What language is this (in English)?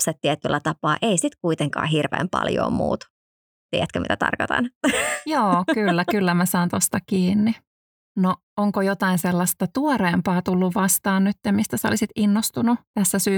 Finnish